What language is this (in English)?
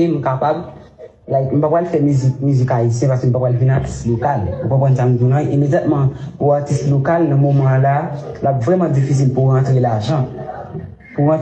Haitian Creole